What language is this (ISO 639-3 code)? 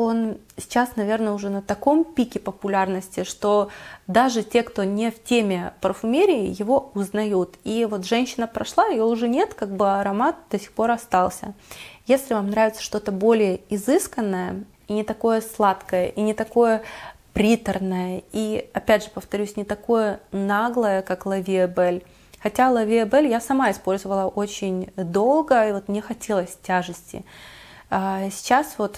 rus